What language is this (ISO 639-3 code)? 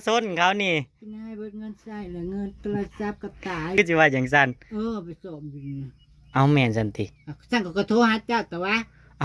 tts